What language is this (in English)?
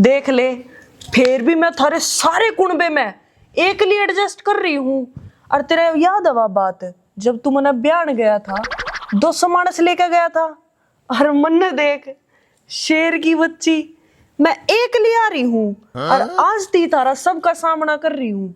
Haryanvi